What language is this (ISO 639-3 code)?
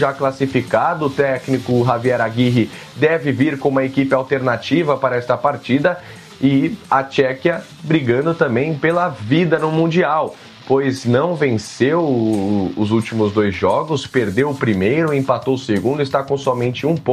por